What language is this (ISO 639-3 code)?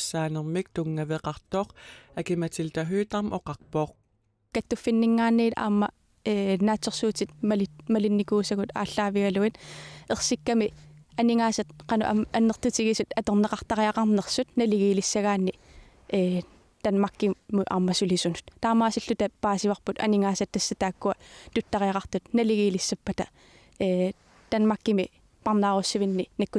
kal